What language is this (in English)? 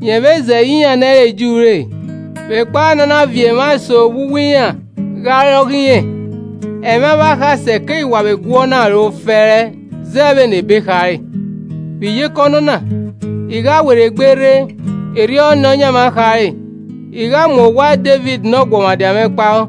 Esan